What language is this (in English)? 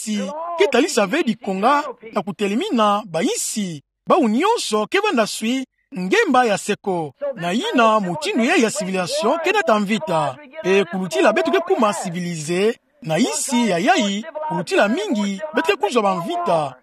Kituba (Democratic Republic of Congo)